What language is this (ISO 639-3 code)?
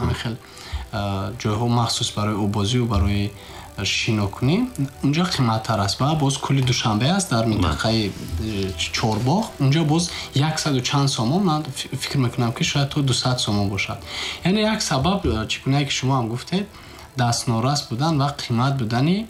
tgk